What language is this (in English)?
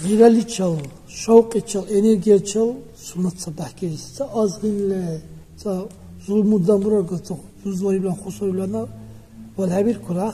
Dargwa